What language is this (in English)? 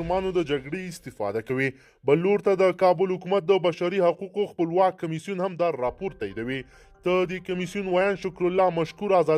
Pashto